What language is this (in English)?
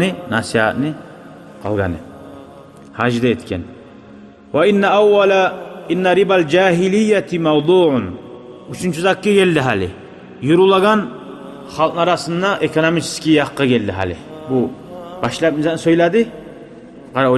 Kumyk